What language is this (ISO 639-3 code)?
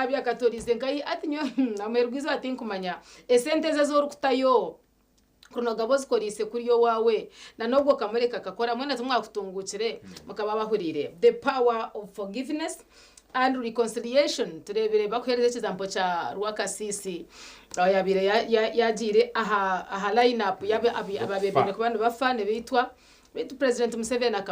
nyn